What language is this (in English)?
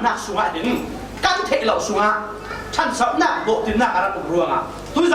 Falam Chin